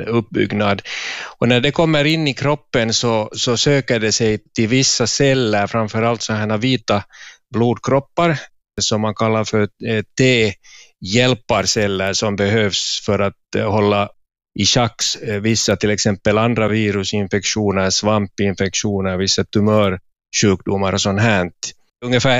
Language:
Swedish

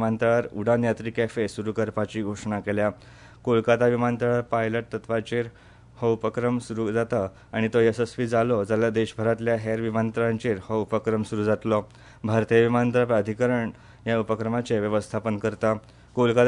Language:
Konkani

